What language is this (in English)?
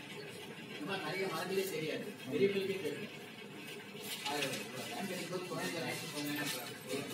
Tamil